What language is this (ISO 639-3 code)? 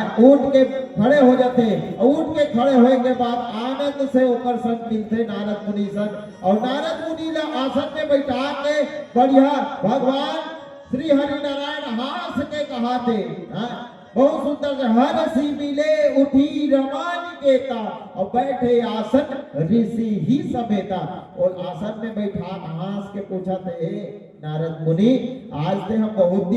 hne